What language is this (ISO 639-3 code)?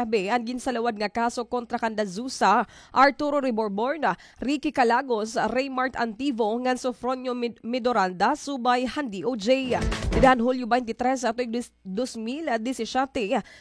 war